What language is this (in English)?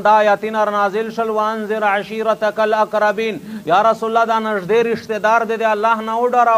Pashto